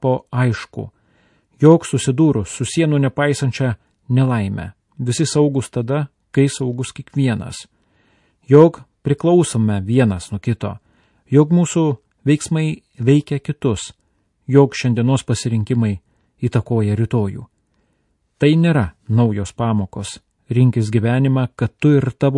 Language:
Lithuanian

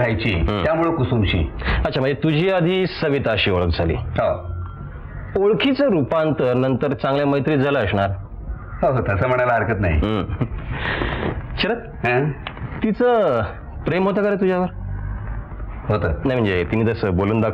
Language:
Marathi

